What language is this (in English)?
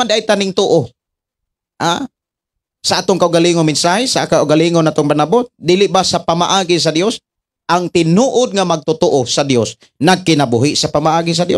Cebuano